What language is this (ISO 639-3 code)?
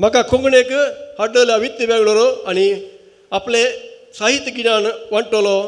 kok